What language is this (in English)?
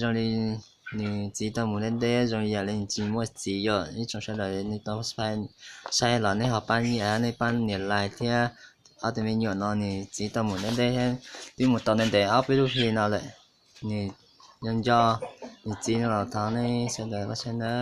Hmong